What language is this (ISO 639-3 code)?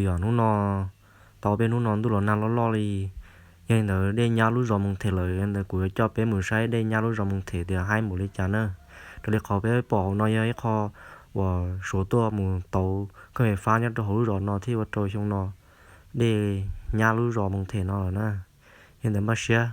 hmn